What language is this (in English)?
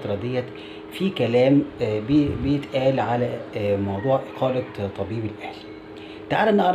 Egyptian Arabic